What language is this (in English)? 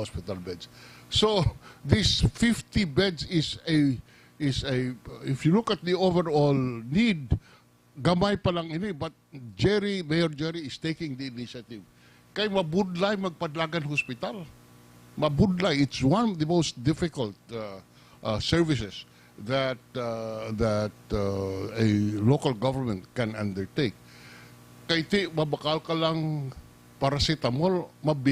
Hiligaynon